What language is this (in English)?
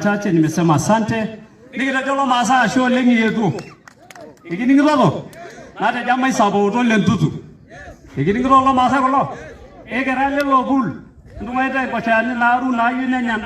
Masai